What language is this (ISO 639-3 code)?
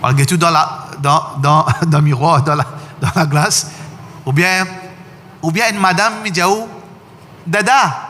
mfe